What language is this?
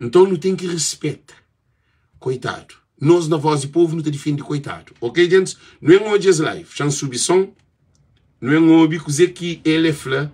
Kabuverdianu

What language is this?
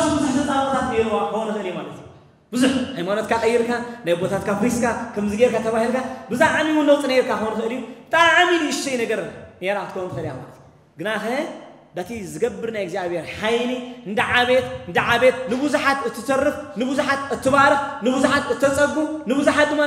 Tigrinya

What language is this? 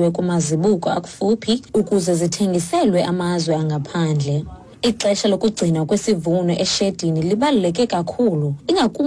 Xhosa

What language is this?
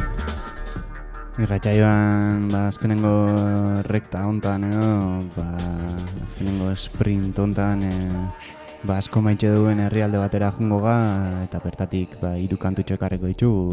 Basque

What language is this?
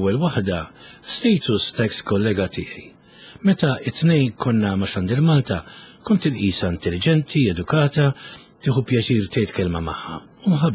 Maltese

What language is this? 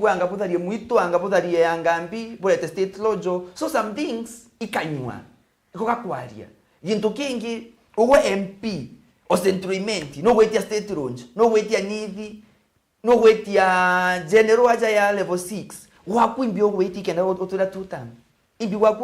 Meru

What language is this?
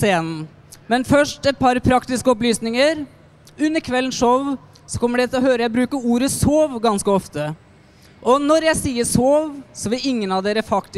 Norwegian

